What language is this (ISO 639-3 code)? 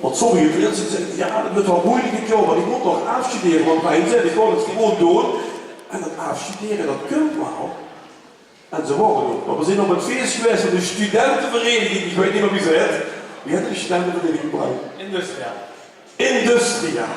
lim